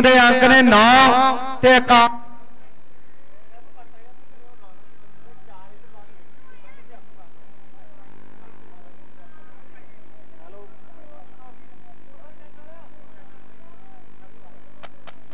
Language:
Punjabi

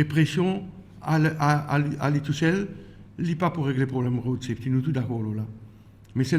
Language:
Morisyen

